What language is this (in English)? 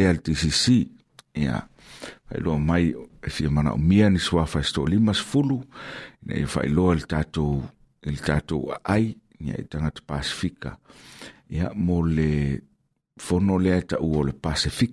Samoan